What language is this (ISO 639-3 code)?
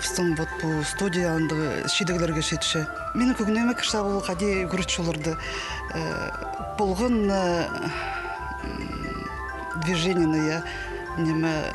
kjh